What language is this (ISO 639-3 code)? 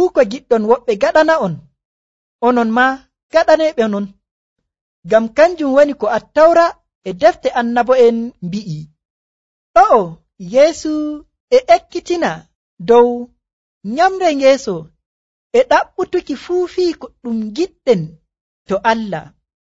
fuv